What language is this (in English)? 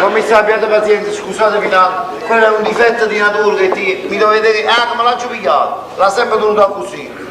Neapolitan